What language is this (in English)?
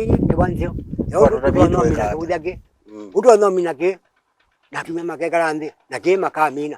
Kamba